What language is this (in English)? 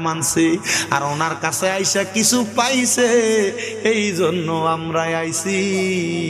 Bangla